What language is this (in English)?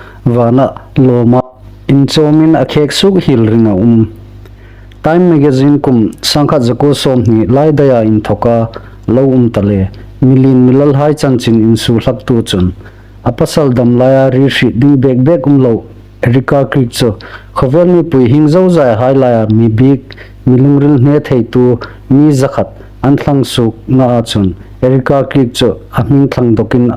Hmar